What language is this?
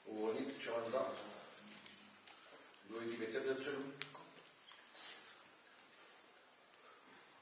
Slovak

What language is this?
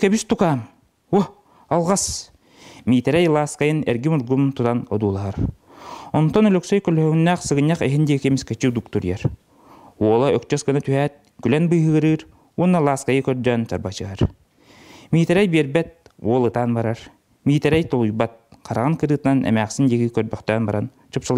Yakut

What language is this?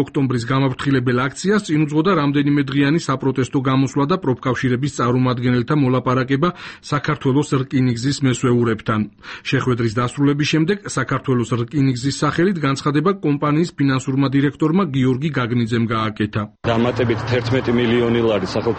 Georgian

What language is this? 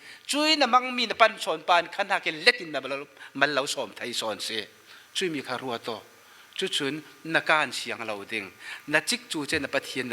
Falam Chin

